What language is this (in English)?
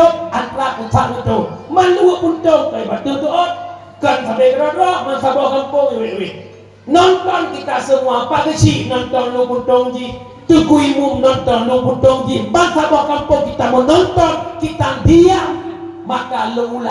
Achinese